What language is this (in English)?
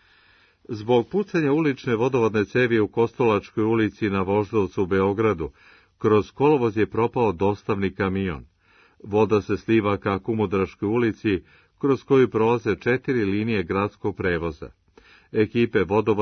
Serbian